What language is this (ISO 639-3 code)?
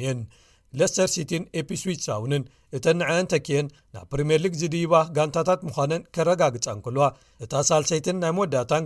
tir